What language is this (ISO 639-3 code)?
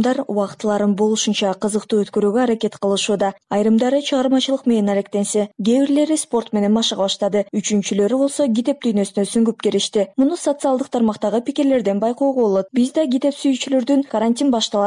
kir